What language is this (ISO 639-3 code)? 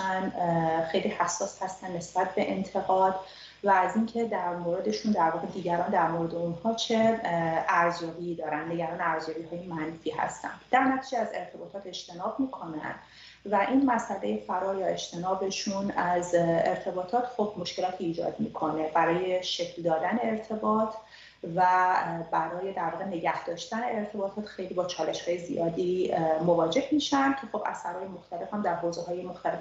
fas